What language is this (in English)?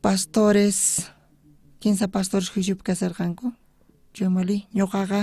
South Bolivian Quechua